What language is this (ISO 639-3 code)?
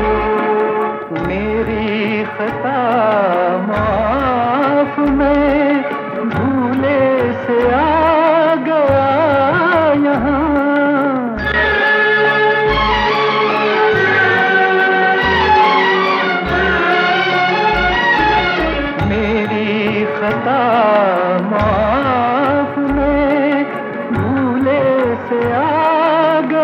hin